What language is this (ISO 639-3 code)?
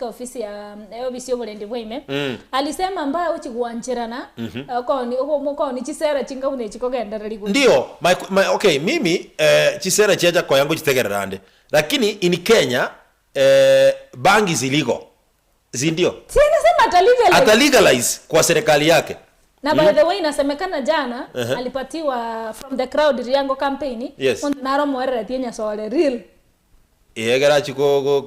guz